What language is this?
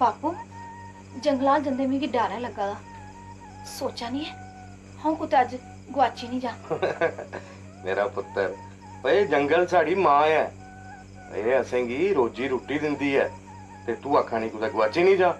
Dogri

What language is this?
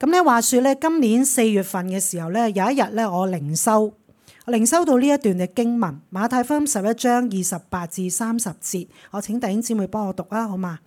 Cantonese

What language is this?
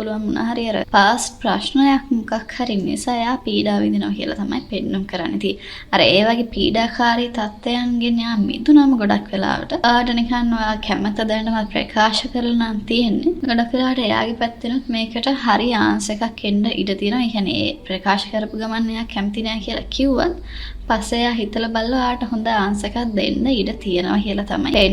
Sinhala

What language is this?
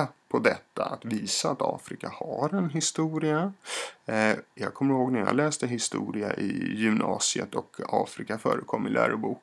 Swedish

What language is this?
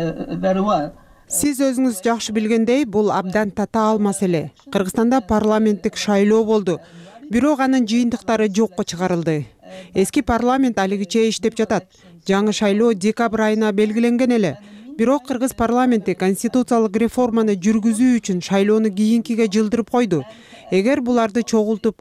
Kyrgyz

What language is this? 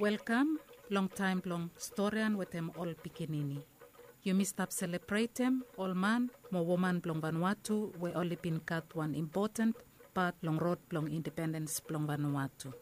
Bislama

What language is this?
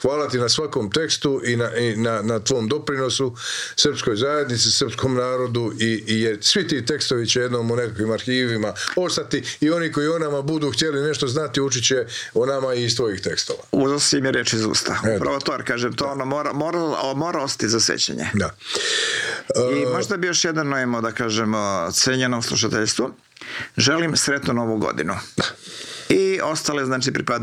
Croatian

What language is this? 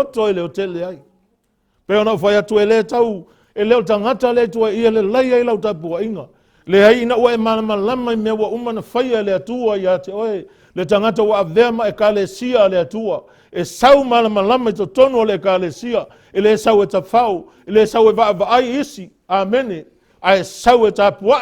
Samoan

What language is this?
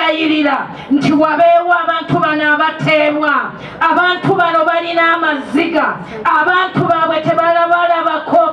Ganda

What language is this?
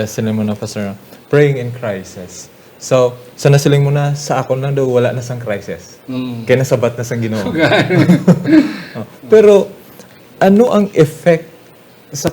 Hiligaynon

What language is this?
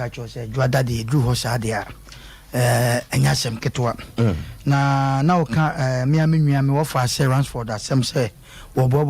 Akan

